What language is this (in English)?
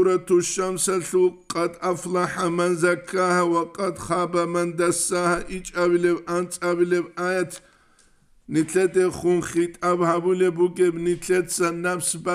Avaric